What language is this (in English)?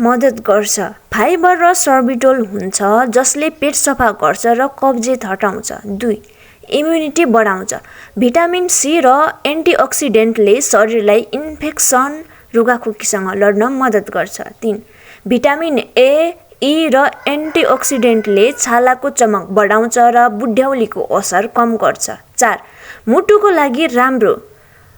Nepali